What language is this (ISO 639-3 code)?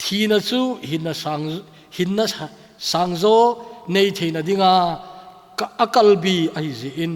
tcz